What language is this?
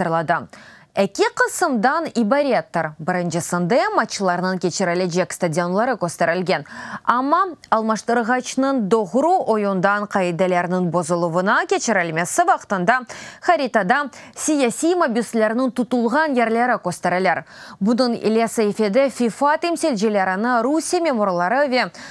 Crimean Tatar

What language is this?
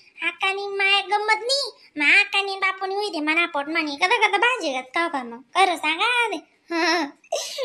Khandesi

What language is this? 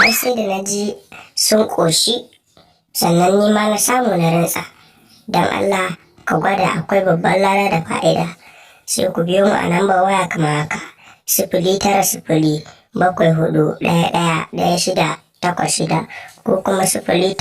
Hausa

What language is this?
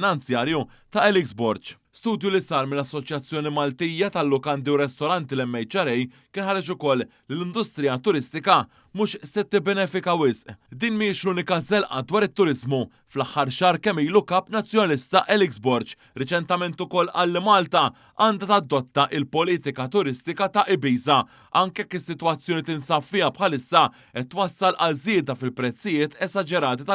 Maltese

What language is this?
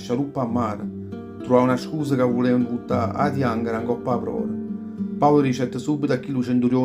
Neapolitan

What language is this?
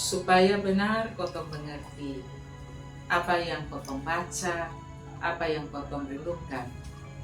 Kupang Malay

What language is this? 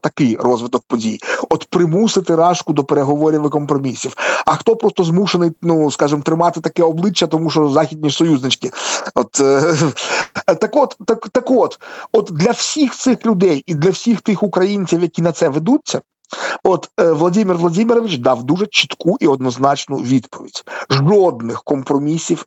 Ukrainian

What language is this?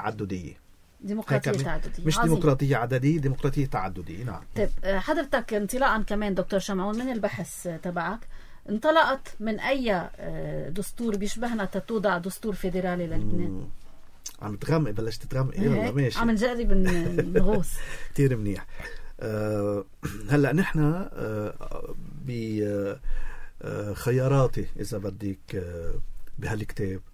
North Levantine Arabic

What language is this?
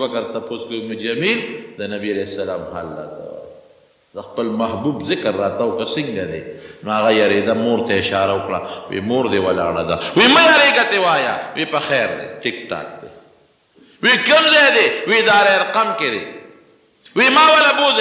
Pashto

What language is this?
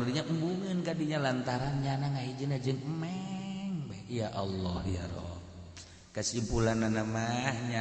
Sundanese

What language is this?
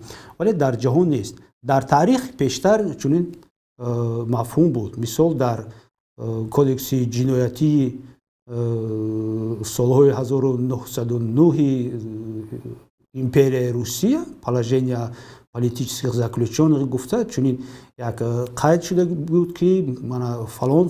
Tajik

